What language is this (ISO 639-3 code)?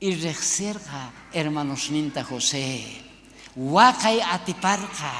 quh